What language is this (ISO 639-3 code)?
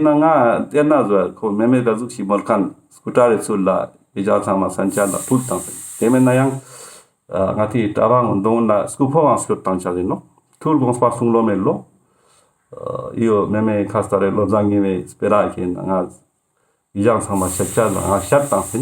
lbj